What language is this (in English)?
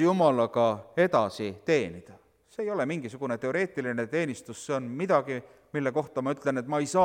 Estonian